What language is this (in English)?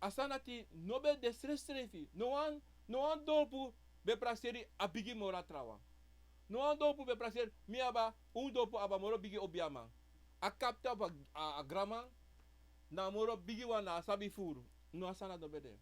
Sranan Tongo